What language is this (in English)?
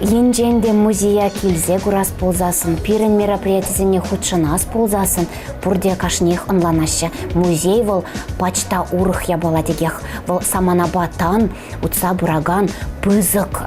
Chuvash